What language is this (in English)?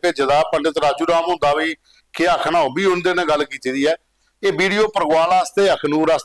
Dogri